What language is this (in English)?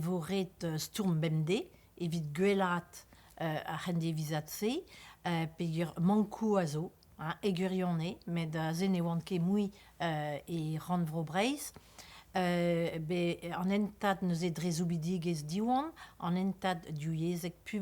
Breton